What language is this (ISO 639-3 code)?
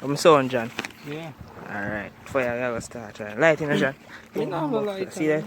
jam